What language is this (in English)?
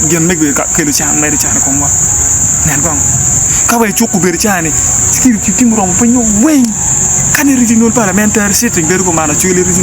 Acoli